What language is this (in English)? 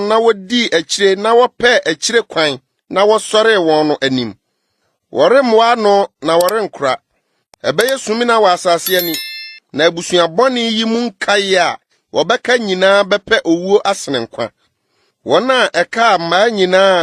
Akan